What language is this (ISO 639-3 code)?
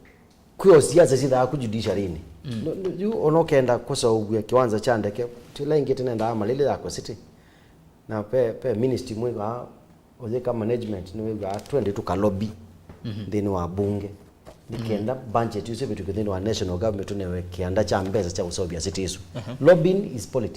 kam